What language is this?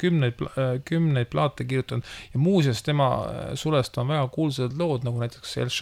Estonian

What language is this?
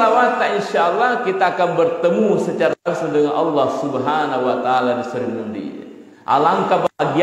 Buginese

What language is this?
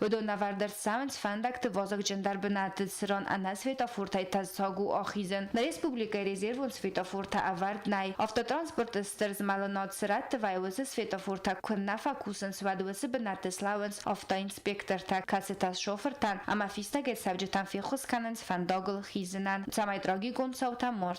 Ossetic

